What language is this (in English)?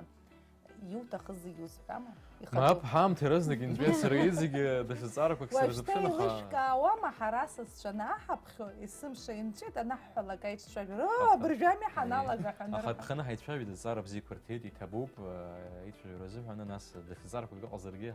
Abkhazian